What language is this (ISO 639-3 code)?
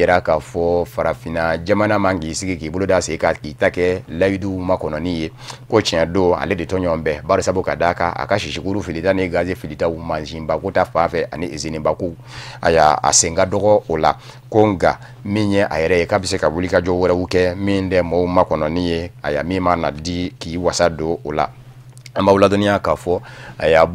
bam